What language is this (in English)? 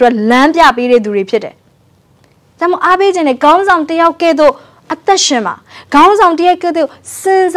Burmese